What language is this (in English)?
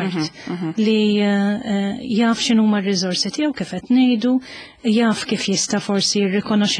Maltese